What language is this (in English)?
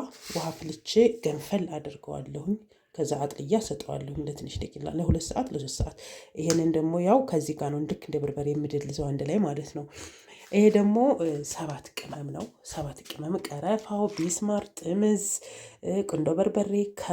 Amharic